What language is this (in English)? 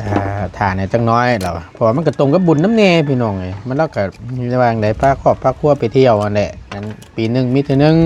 Northeastern Thai